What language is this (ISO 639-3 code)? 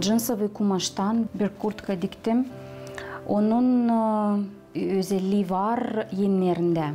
gag